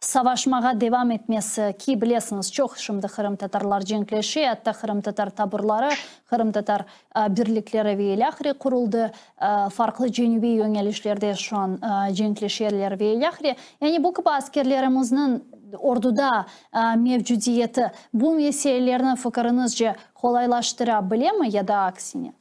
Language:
Crimean Tatar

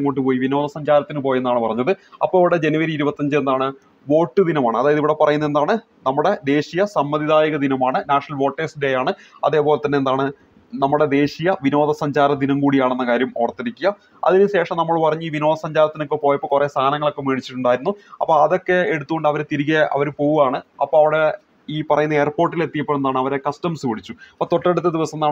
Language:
Malayalam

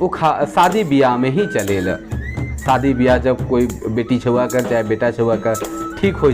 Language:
Sadri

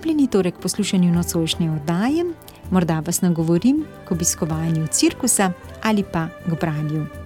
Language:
Slovenian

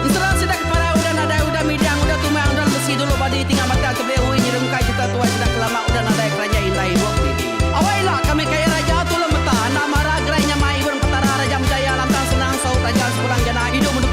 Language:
Iban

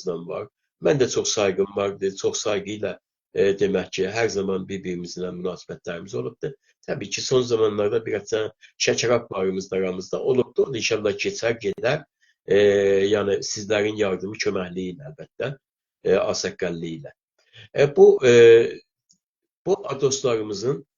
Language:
South Azerbaijani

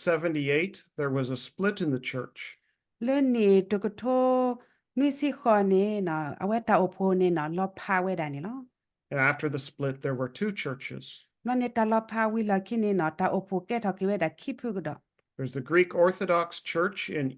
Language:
S'gaw Karen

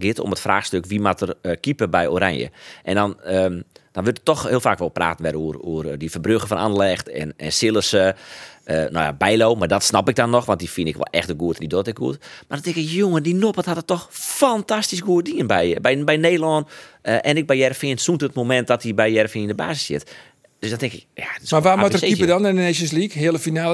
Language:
Western Frisian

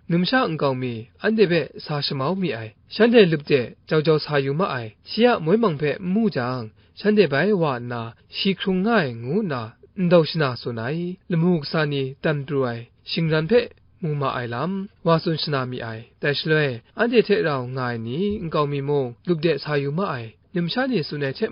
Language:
Kachin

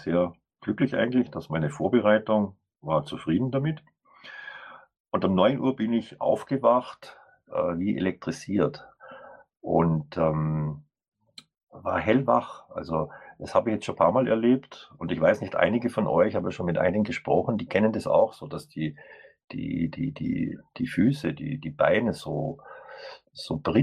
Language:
German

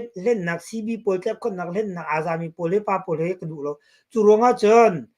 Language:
Hakha Chin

